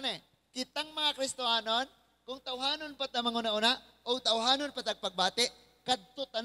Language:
Cebuano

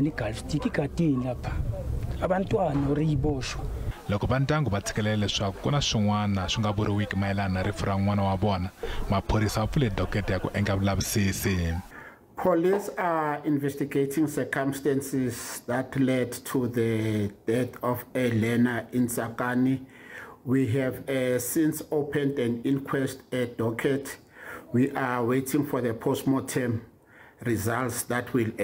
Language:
Tsonga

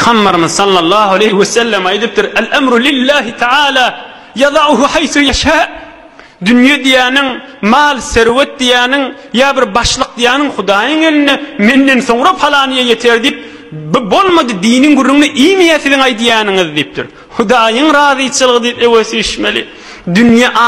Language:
Turkmen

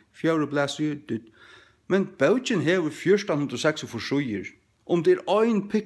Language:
Faroese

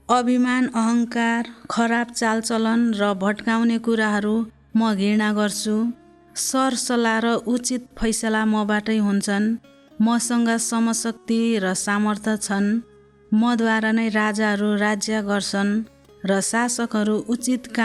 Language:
Nepali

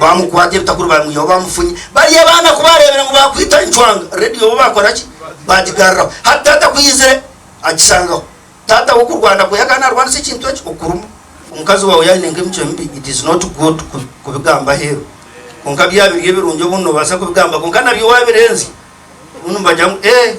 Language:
Nyankole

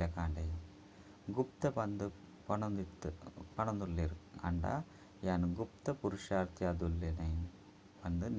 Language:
Tulu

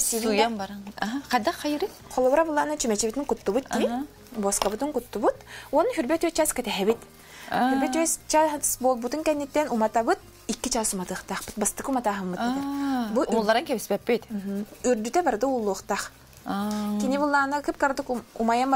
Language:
Yakut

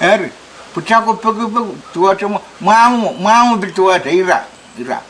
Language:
Pohnpeian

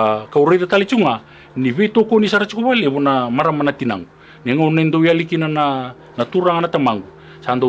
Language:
Fijian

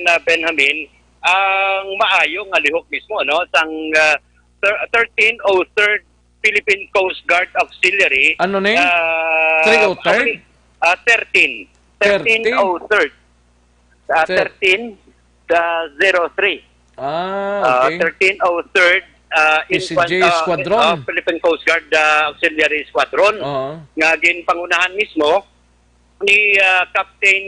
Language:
Hiligaynon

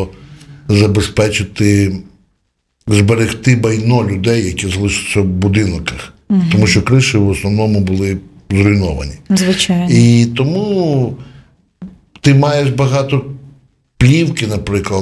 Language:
Ukrainian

